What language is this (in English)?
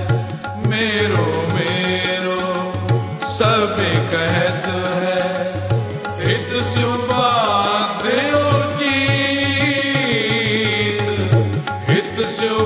Hindi